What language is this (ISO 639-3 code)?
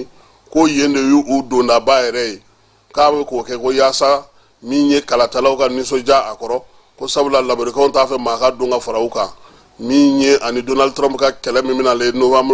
bam